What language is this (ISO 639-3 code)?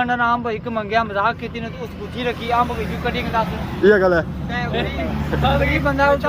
phr